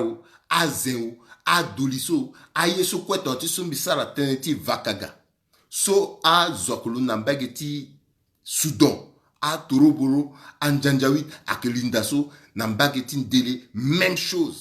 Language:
Sango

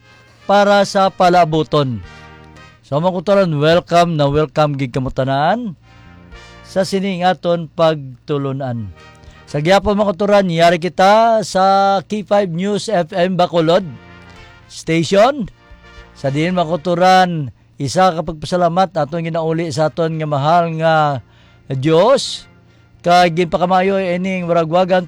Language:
Hiligaynon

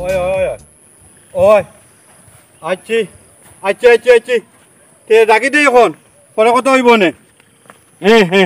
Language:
Sylheti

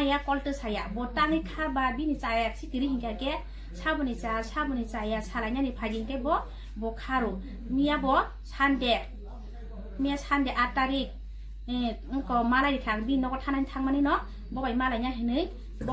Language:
Kok Borok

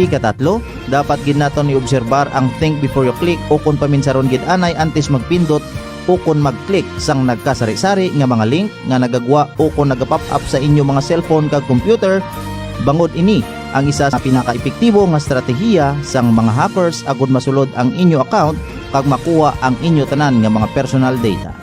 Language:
Hiligaynon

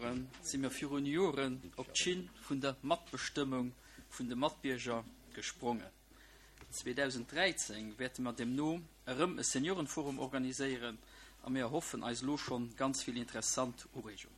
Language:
Luxembourgish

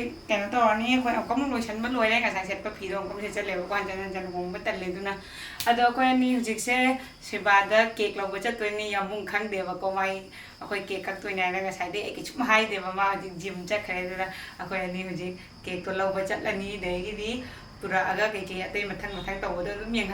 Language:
Manipuri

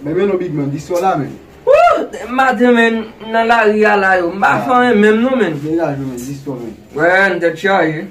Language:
Haitian Creole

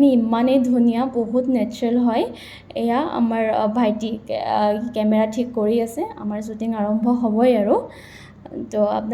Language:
Assamese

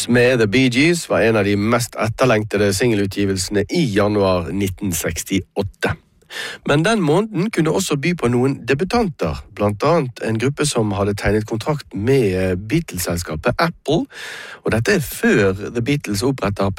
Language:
Norwegian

